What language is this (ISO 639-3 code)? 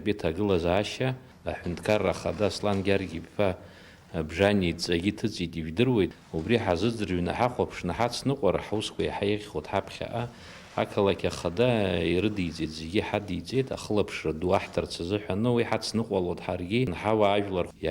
abk